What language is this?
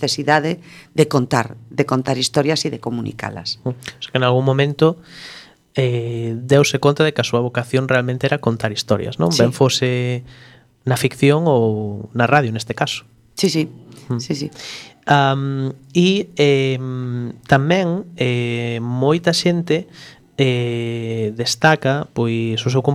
Galician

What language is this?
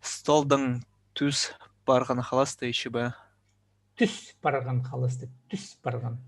Khakas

